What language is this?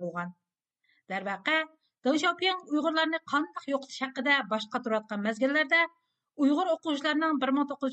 Uyghur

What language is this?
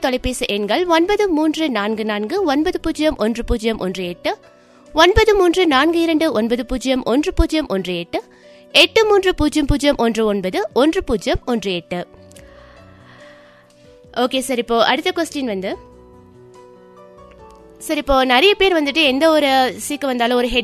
Tamil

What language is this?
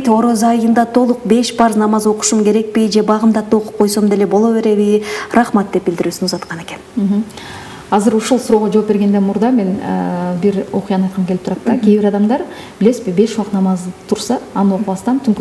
Kyrgyz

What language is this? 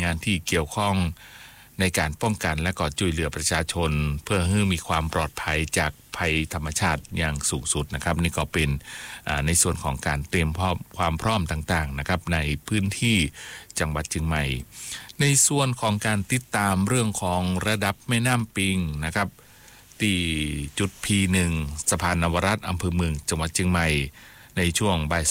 Thai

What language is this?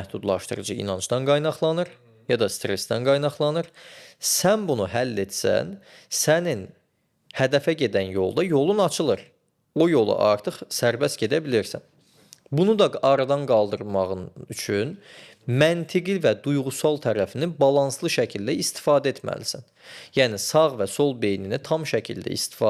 Azerbaijani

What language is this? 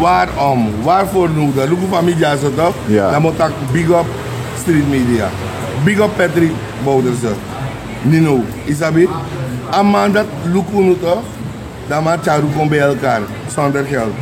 Sranan Tongo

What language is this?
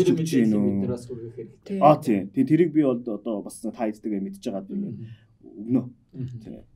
Mongolian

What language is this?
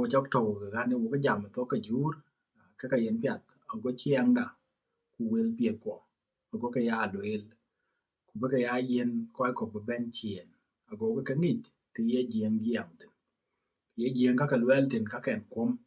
Dinka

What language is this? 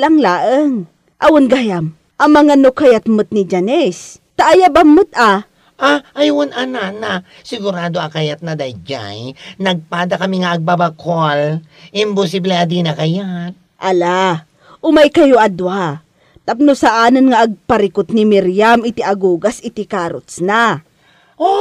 Iloko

